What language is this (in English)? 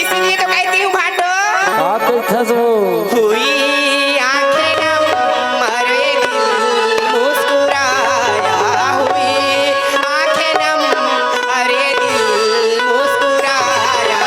Chhattisgarhi